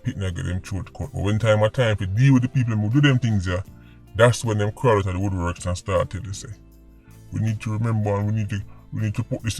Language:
Jamaican Creole English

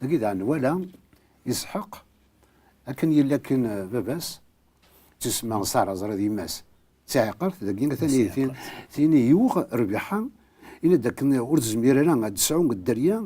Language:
Kabyle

